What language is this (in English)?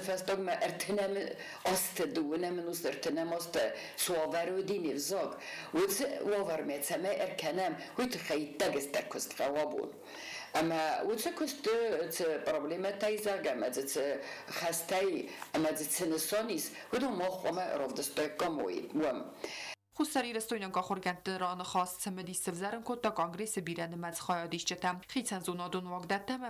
Ossetic